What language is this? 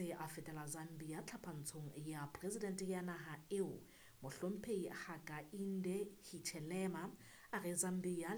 Southern Sotho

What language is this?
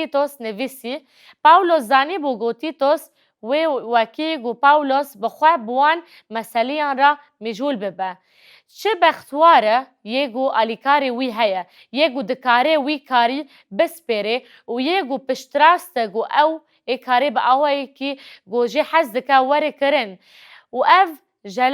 Kurdish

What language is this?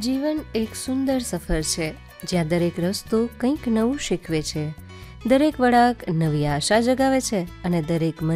Gujarati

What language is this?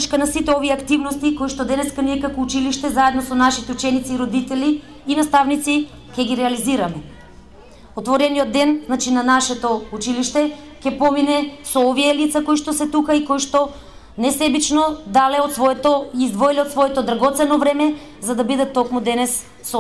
Macedonian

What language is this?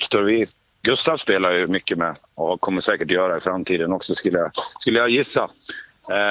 Swedish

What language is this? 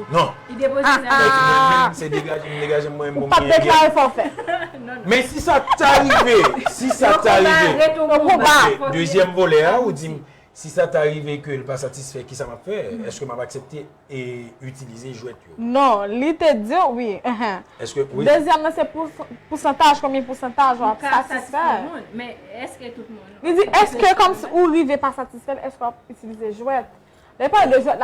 Haitian Creole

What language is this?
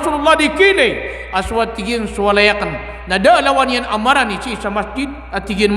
Maranao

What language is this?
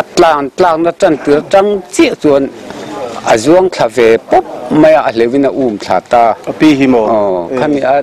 Mizo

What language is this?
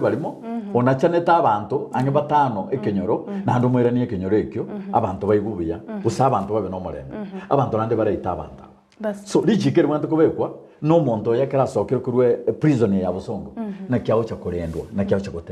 Gusii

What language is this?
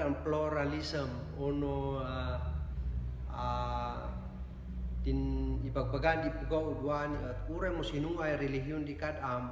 Kankanaey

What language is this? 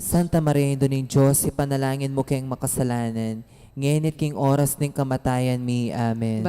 Pampanga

